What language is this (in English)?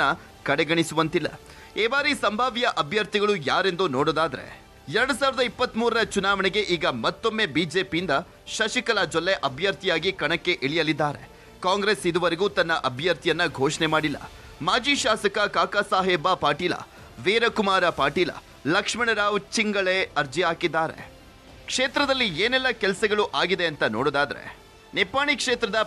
Kannada